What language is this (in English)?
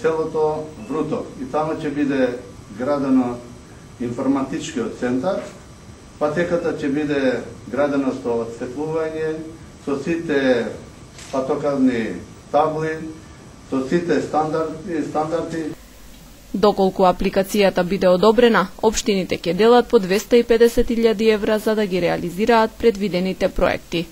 Macedonian